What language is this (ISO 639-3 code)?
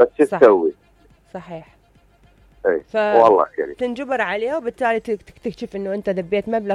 acm